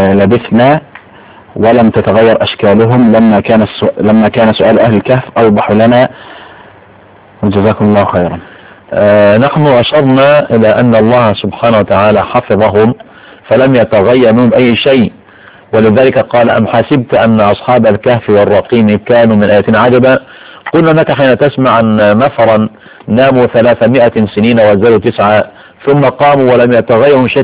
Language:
Arabic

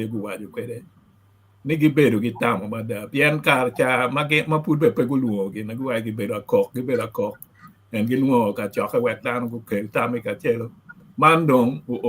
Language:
Acoli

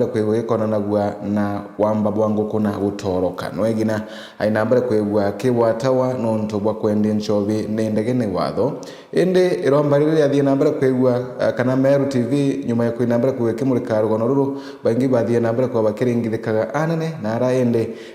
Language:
Meru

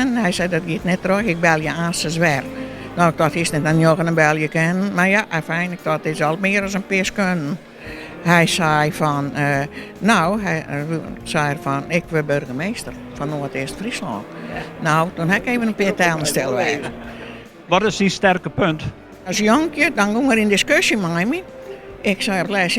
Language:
Western Frisian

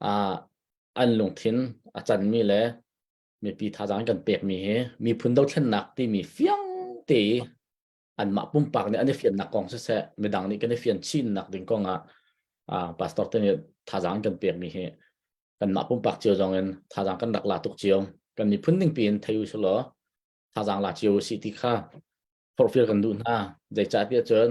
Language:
Hakha Chin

